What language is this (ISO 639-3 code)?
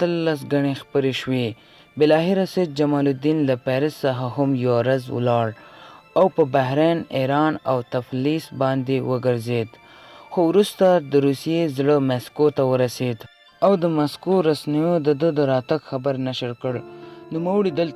pus